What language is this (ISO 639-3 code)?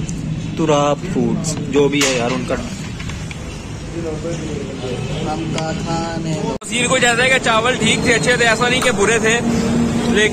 hin